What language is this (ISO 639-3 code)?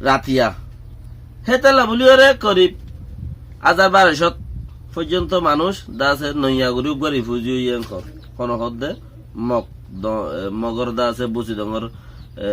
rhg